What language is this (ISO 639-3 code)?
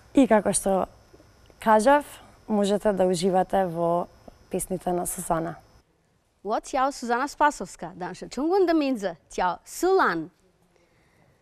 mkd